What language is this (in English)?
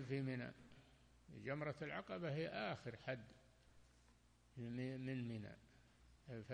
Arabic